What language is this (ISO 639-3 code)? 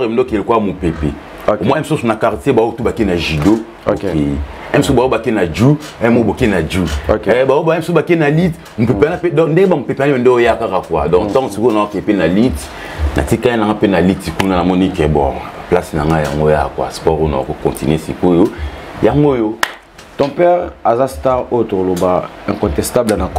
lin